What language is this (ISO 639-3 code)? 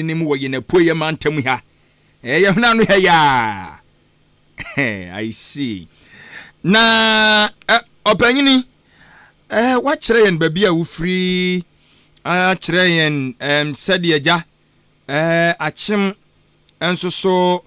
aka